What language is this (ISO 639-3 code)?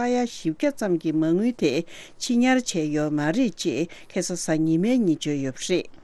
bod